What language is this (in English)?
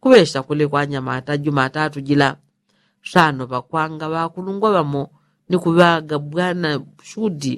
Yao